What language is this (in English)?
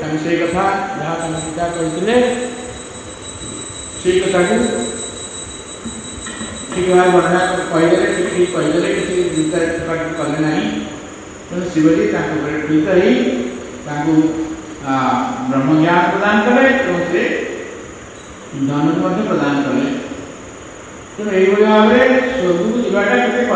Odia